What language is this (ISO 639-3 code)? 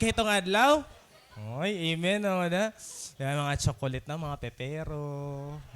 war